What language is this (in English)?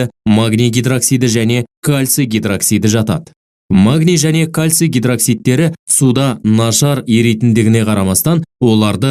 Kazakh